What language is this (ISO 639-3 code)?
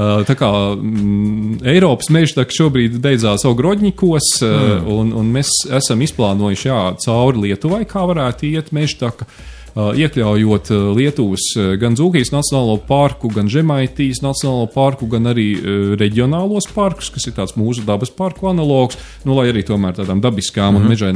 lav